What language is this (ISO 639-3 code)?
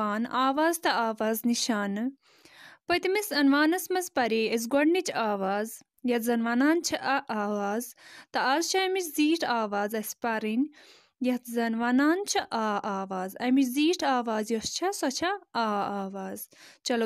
kas